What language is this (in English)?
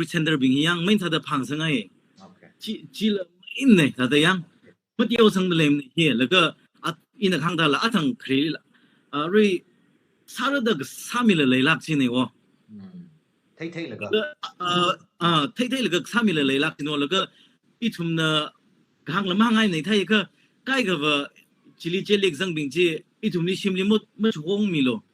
Tangkhul Naga (India)